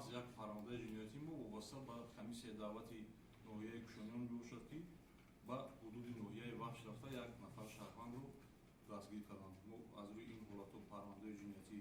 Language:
Tajik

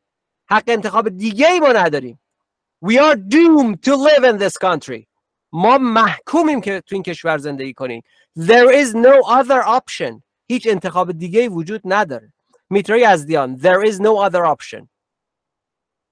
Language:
Persian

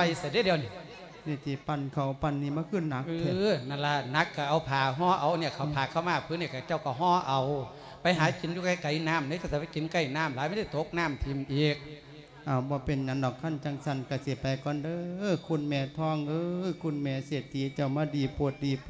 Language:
Lao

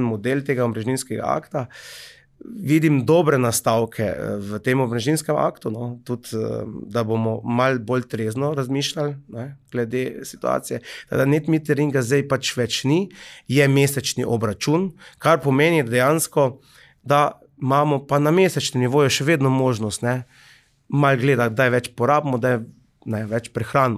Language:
Slovenian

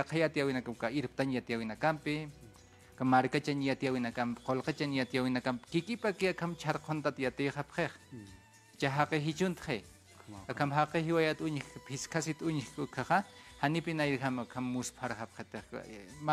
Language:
Aymara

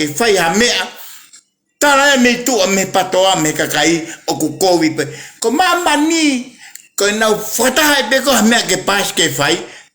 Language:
Tongan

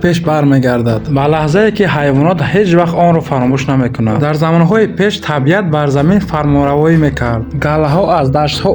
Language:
Tajik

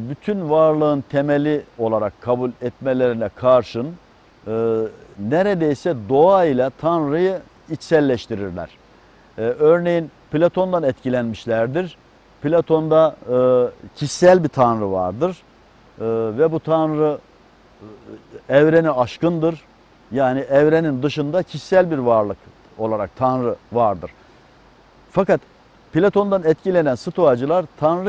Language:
Turkish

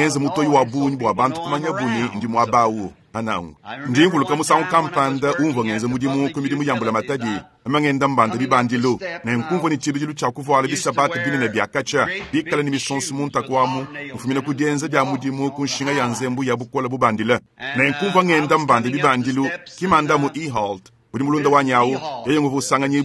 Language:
Luba-Lulua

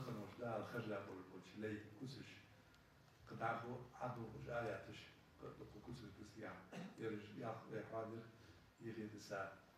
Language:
Ingush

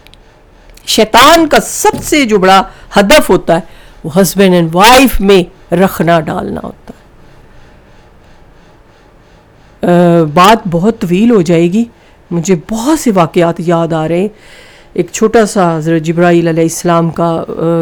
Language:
Urdu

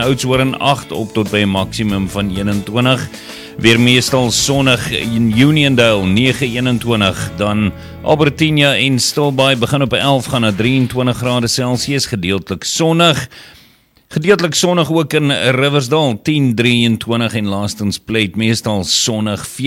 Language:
Afrikaans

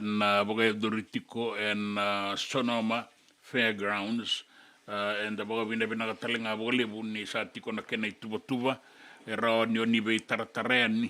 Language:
Fijian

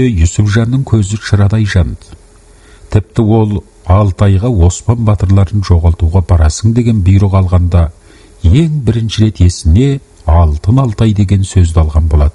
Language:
Kazakh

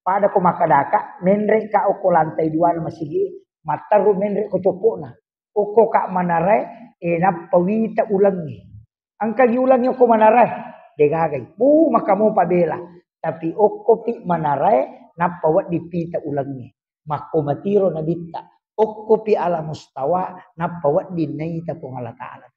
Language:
Buginese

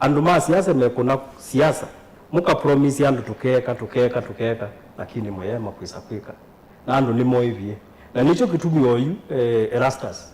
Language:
Kamba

